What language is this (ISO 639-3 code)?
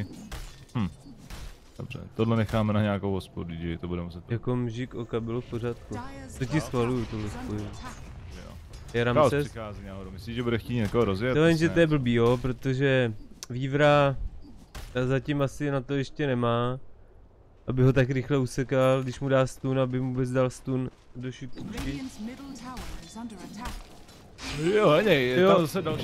ces